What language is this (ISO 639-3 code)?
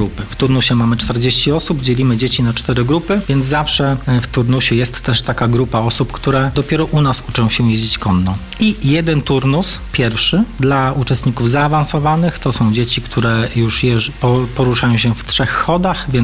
pol